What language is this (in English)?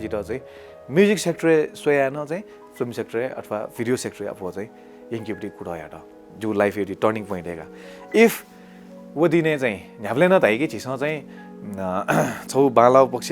Newari